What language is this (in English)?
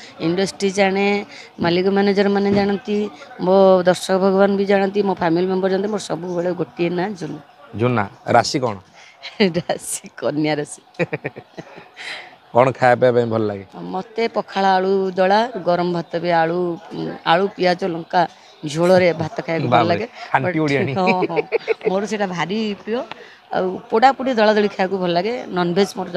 Odia